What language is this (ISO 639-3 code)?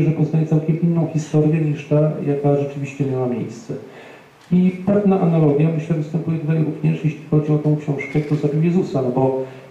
pol